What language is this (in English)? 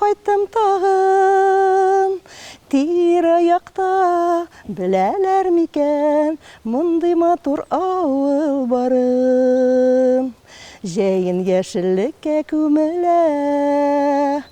Tatar